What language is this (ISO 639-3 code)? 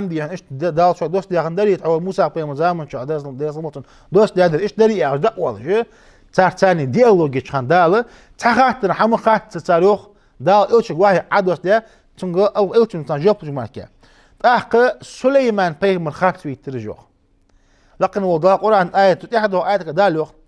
inh